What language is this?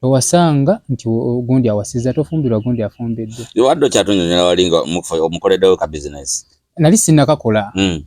Ganda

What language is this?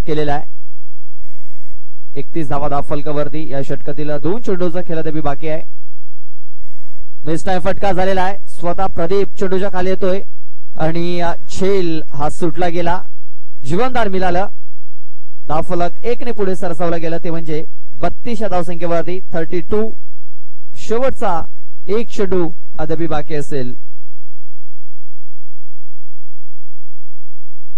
Marathi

